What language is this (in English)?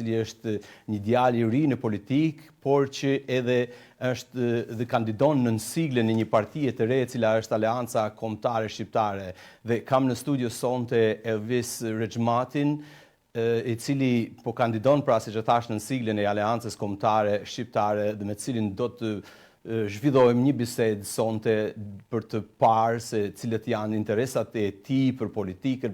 Albanian